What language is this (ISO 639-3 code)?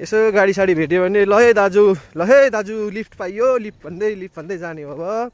nep